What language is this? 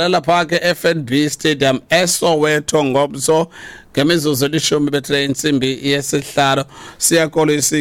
Xhosa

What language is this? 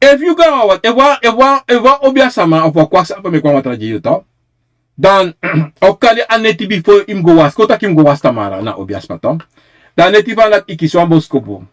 Sranan Tongo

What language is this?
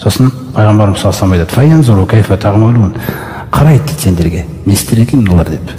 Kazakh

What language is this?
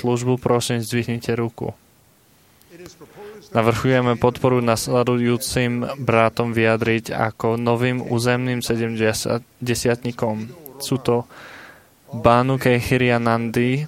Slovak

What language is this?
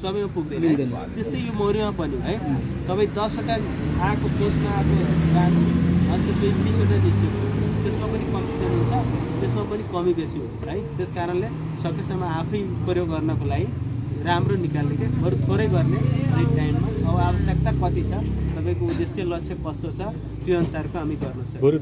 Nepali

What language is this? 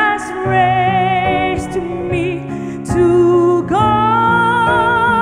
Poumei Naga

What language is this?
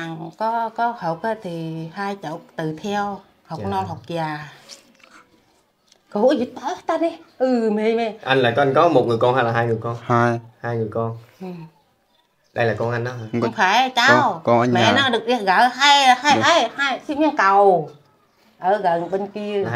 Vietnamese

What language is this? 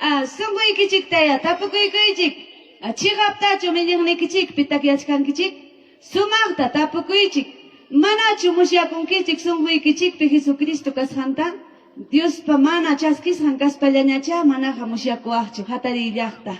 Ayacucho Quechua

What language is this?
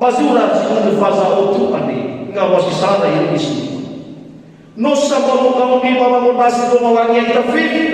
Nias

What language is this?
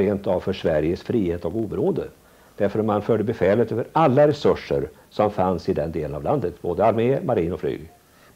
Swedish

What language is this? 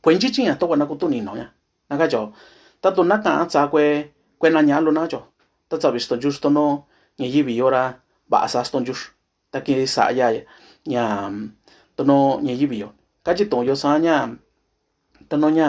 Mixtepec Mixtec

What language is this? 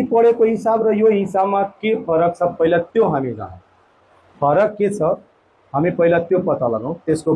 Nepali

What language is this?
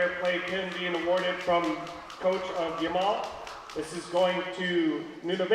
Kalaallisut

